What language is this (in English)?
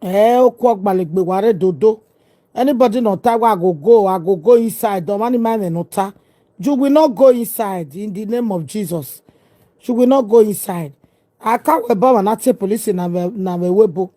Nigerian Pidgin